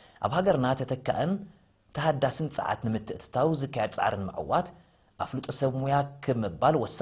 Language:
Tigrinya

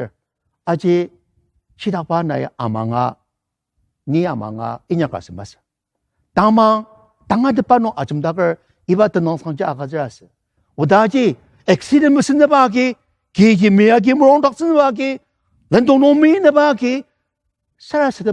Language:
Ao Naga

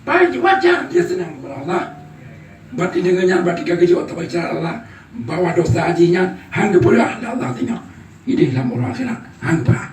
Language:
Achinese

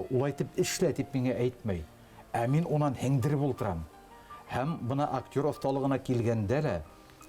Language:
Bashkir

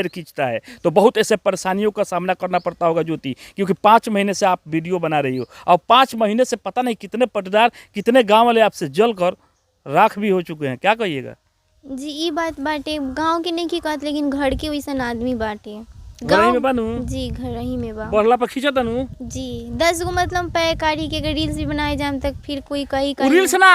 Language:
Bhojpuri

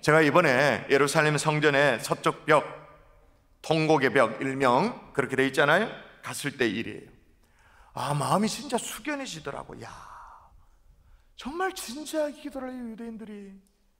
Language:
Korean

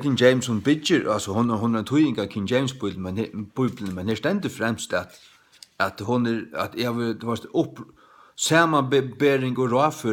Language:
Faroese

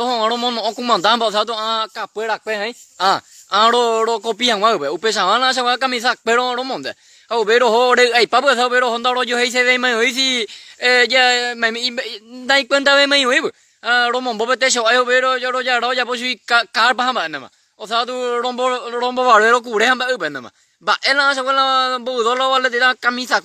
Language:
Guarani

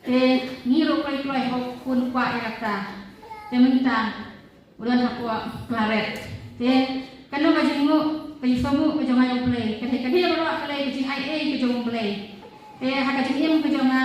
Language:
Khasi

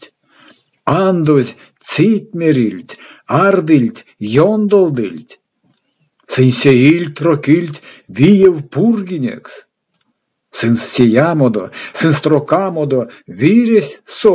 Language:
Erzya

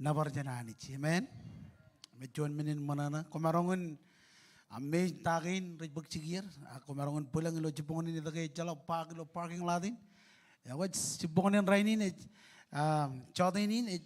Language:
Marshallese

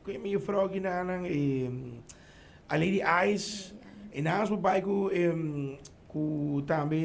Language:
Papiamento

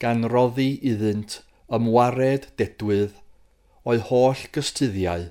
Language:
Welsh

